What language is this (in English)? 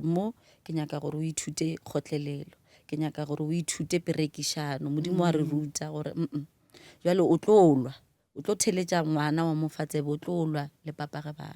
Northern Sotho